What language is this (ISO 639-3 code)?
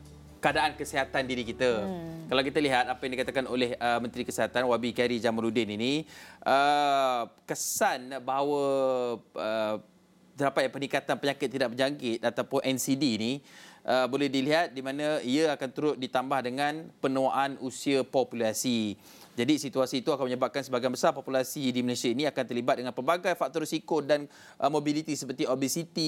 msa